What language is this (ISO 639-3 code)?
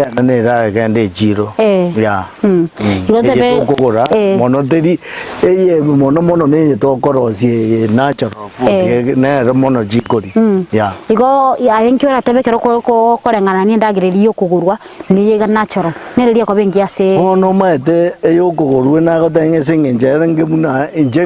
guz